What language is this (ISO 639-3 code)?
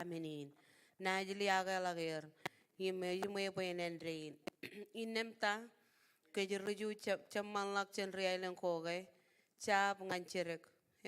mah